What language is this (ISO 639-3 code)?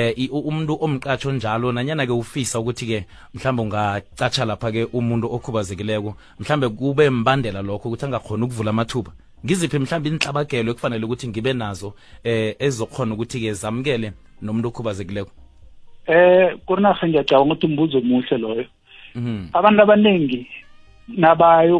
nbl